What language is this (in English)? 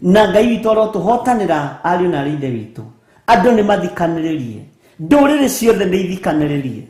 Kikuyu